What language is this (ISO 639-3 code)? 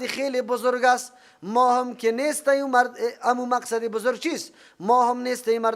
fas